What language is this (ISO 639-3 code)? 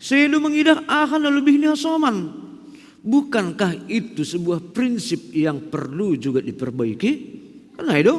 bts